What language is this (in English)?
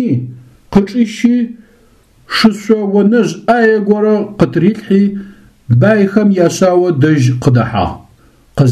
Adyghe